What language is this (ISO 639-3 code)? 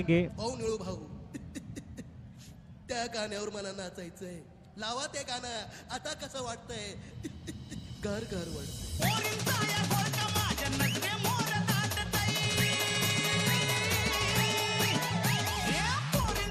mar